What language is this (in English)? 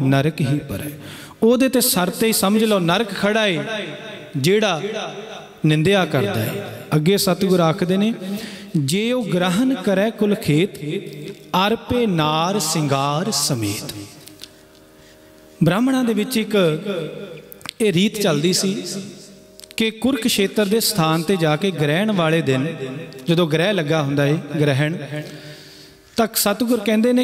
Punjabi